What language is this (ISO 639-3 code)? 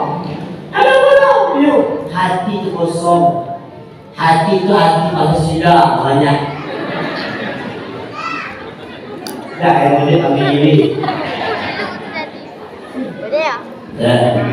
msa